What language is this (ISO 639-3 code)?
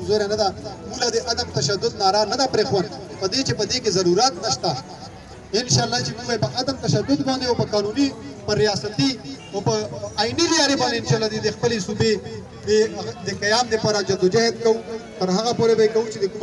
pus